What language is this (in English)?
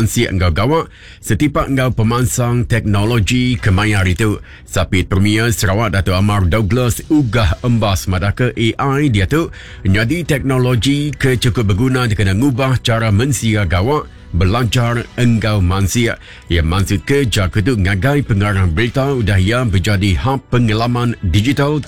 Iban